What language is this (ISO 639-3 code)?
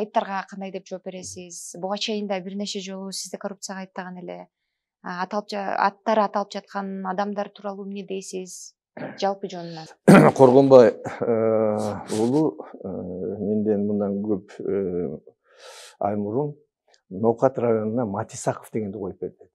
kir